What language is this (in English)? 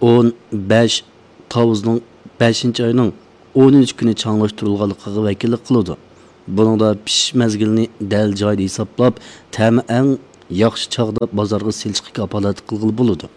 Uyghur